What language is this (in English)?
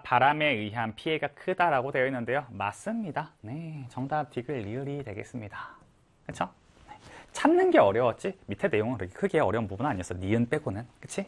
Korean